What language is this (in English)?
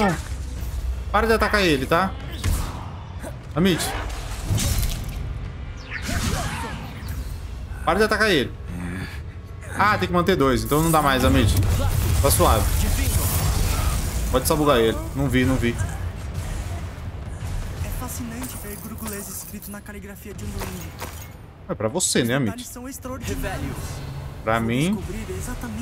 Portuguese